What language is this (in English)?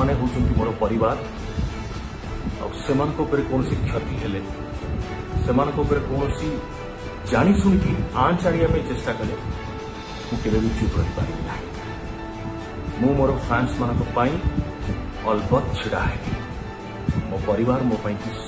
Odia